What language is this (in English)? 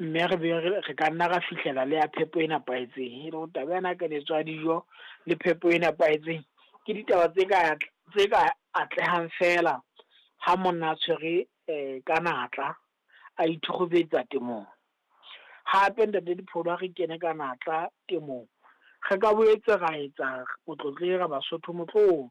Southern Sotho